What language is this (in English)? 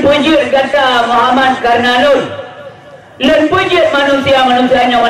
Achinese